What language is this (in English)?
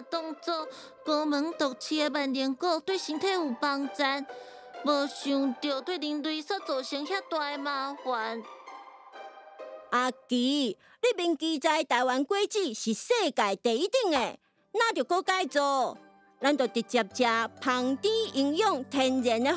Min Nan Chinese